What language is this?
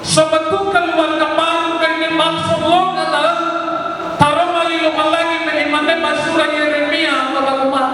Nias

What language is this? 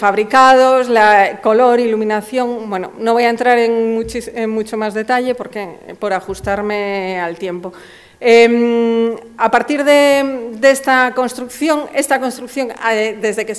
Spanish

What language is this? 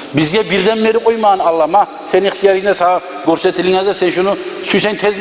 Kumyk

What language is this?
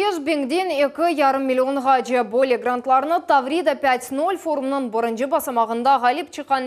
Crimean Tatar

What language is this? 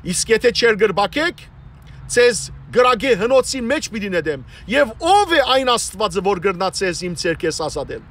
Western Armenian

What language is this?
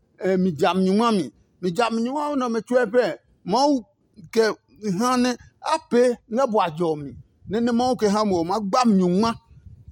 Adangme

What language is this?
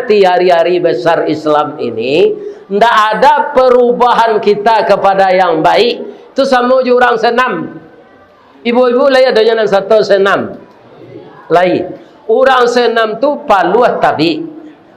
Minangkabau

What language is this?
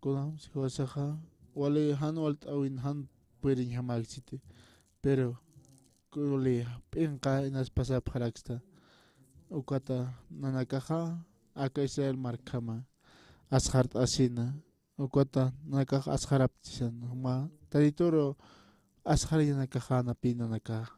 Aymara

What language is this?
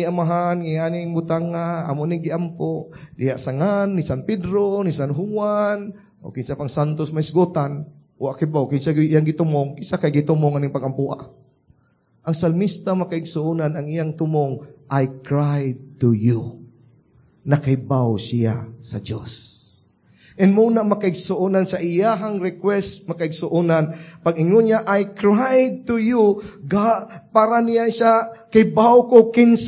Cebuano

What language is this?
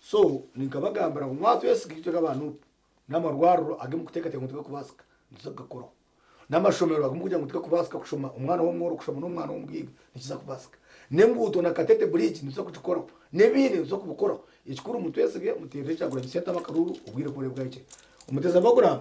Nyankole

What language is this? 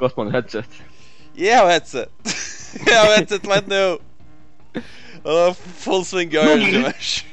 Faroese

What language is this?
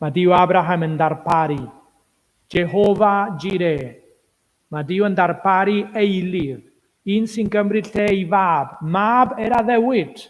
Welsh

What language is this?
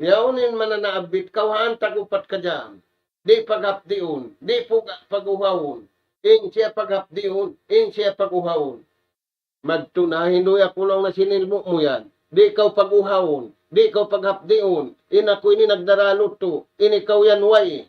Tausug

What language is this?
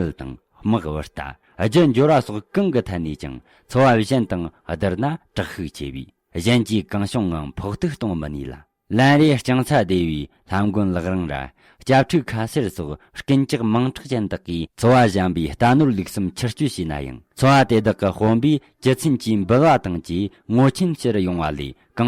Tibetan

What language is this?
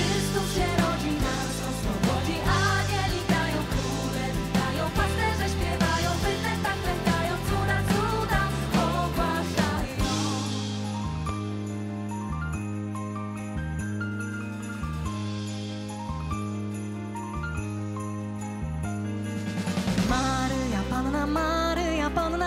Polish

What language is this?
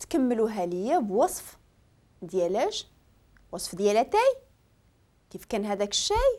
Moroccan Arabic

